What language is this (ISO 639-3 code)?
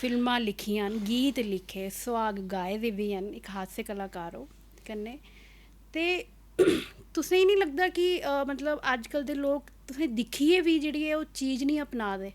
doi